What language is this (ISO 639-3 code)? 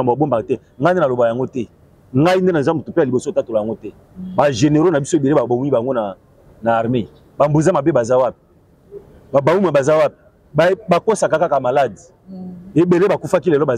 lin